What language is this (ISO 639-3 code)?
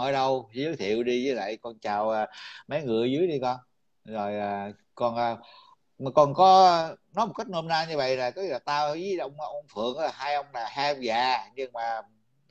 vie